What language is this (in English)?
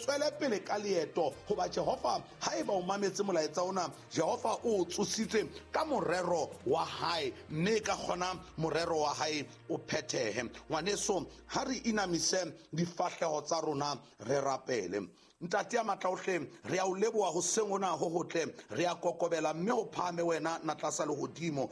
Southern Sotho